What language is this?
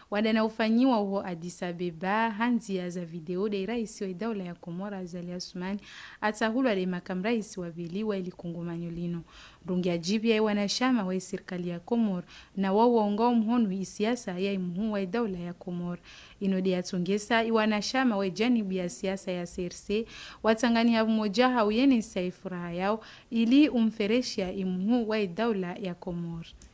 Ngazidja Comorian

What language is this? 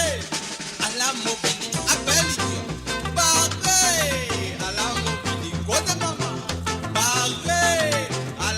Morisyen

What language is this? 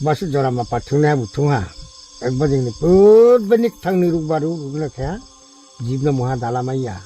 Riang (India)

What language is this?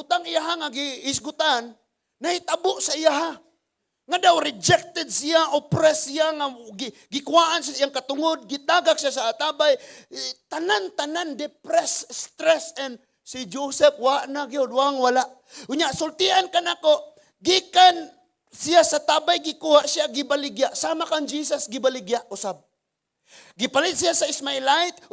Cebuano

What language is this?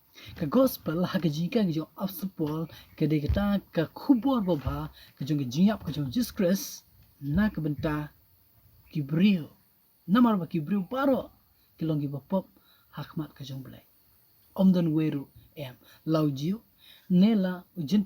Khasi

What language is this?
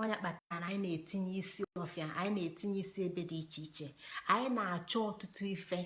Igbo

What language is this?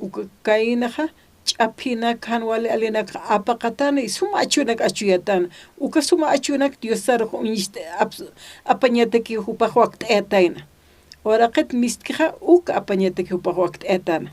Aymara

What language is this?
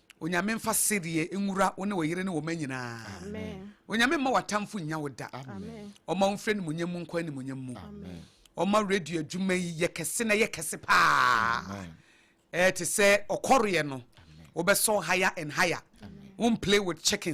Akan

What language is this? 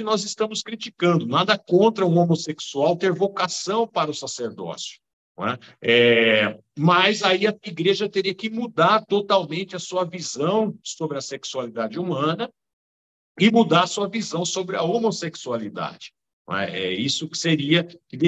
Portuguese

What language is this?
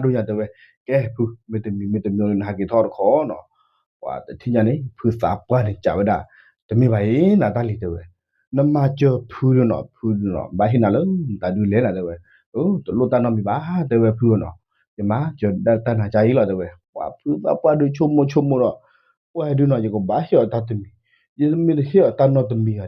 S'gaw Karen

